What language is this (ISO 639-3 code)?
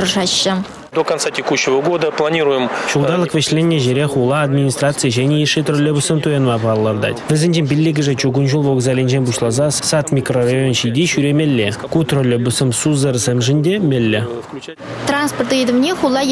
chv